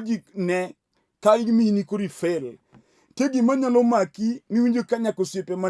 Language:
Luo (Kenya and Tanzania)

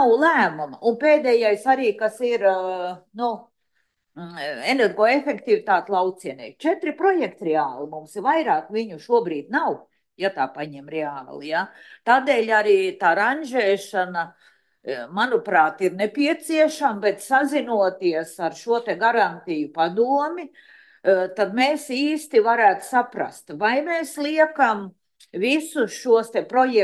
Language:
Latvian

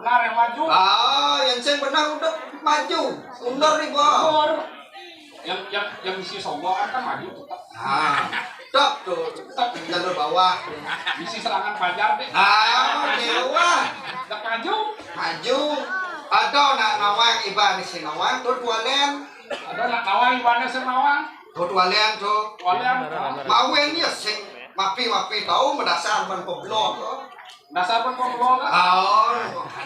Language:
Balinese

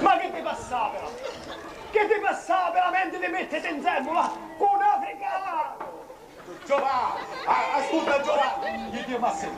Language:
Sicilian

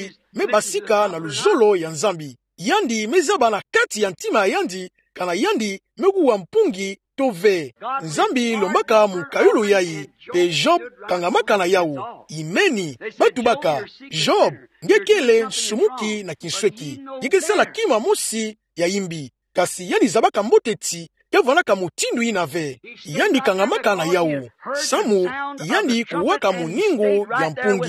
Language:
Kituba (Democratic Republic of Congo)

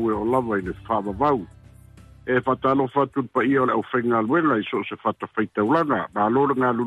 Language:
Samoan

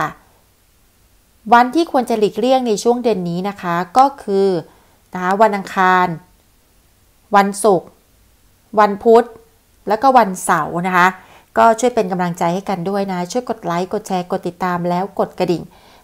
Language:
Thai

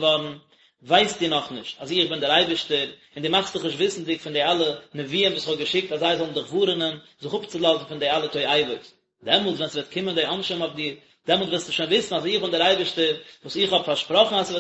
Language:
Yiddish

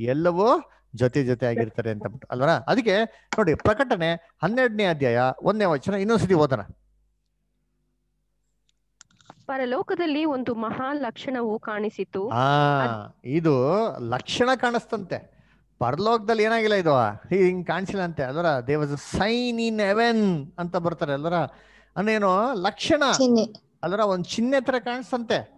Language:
Kannada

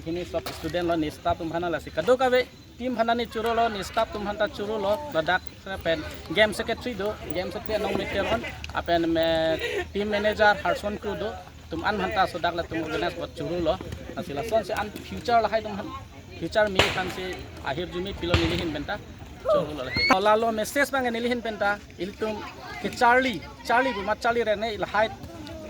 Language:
Karbi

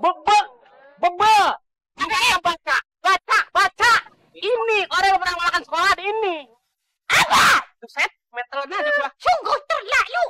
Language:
Betawi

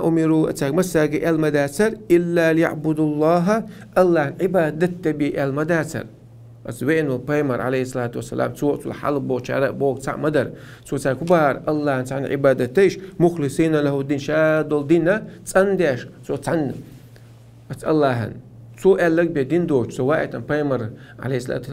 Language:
Chechen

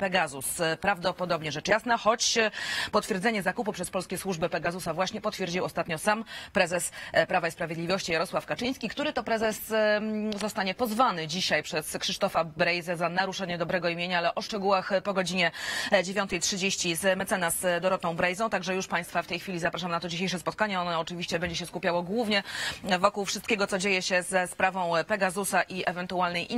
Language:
Polish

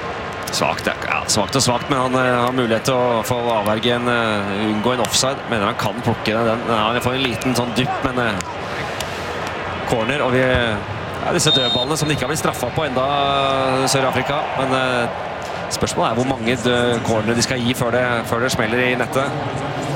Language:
Norwegian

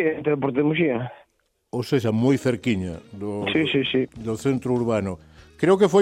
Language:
Galician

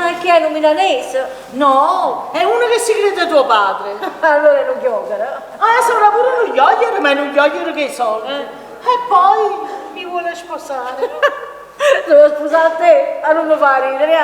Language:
Neapolitan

